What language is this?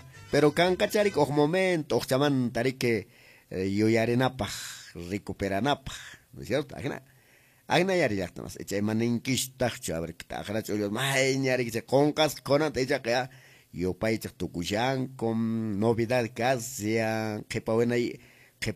Quechua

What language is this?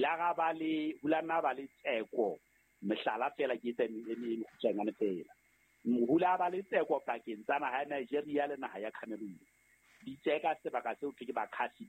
Southern Sotho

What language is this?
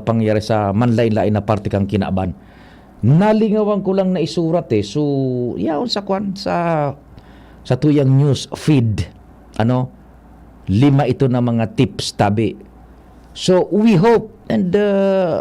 Bikol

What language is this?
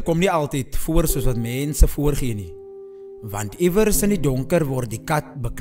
Afrikaans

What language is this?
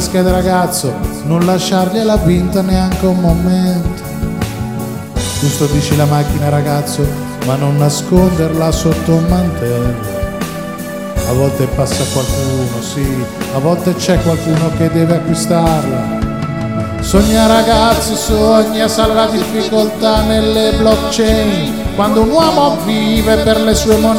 Italian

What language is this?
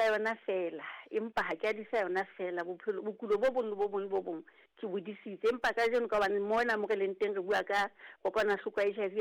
Southern Sotho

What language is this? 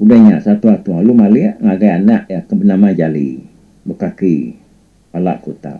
Iban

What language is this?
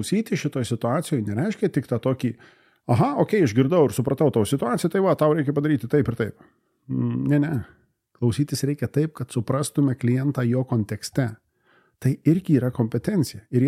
Lithuanian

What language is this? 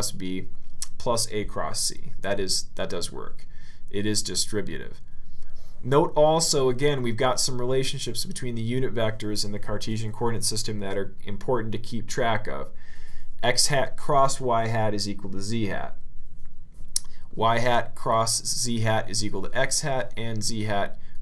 English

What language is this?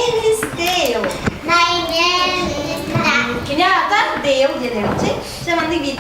Yakut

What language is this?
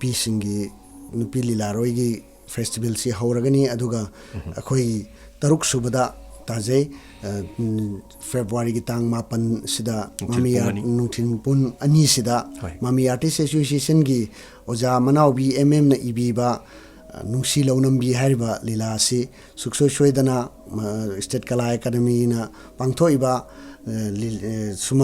Manipuri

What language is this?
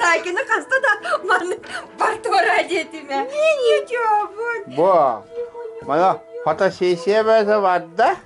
Yakut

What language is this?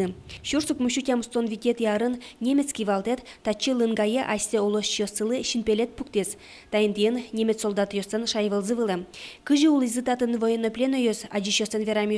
Udmurt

